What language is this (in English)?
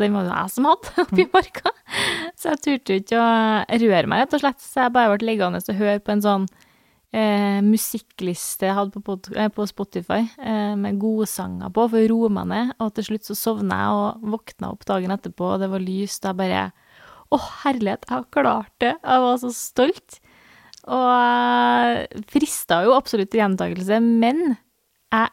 Norwegian